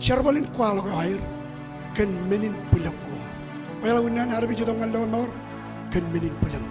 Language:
Marshallese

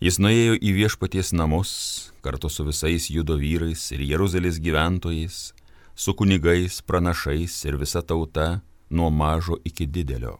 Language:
Lithuanian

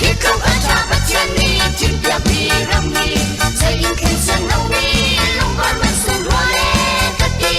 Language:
Hakha Chin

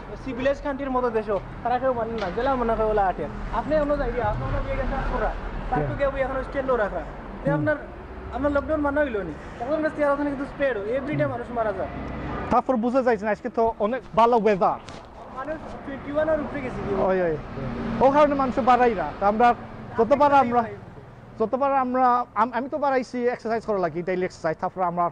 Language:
Sylheti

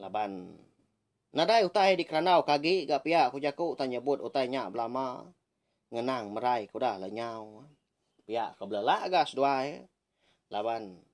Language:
Iban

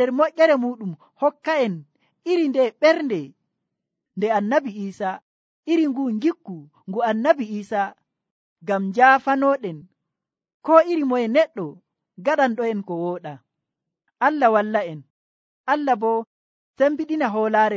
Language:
Nigerian Fulfulde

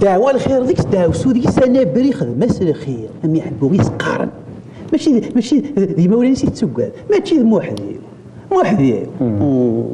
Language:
Kabyle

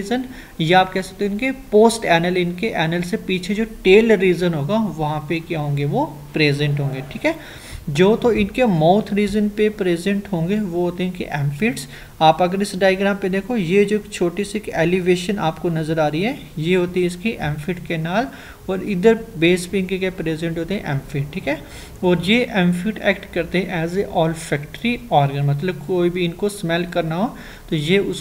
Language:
Hindi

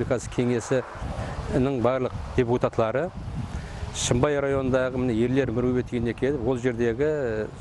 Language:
Kara-Kalpak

